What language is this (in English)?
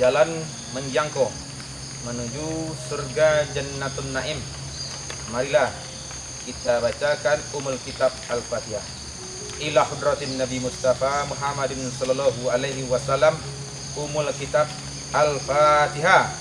Minangkabau